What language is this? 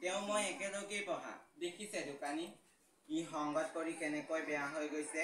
Assamese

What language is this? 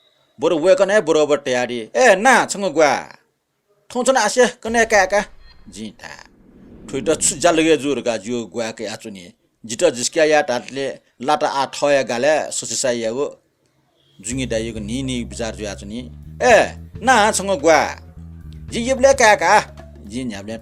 Newari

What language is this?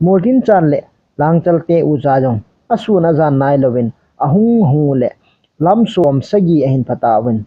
Thado Chin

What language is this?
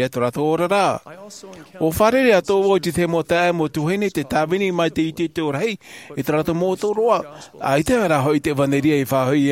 Tahitian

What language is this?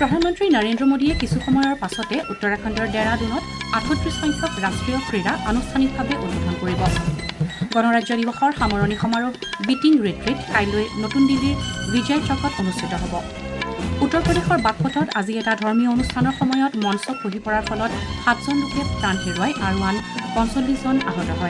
Assamese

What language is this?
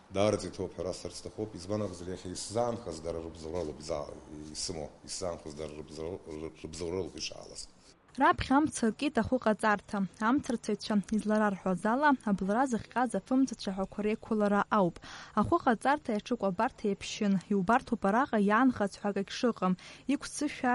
Abkhazian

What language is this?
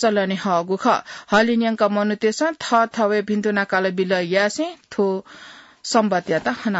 Newari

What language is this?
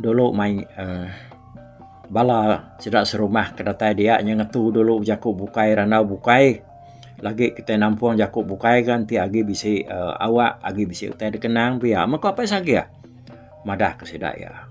Iban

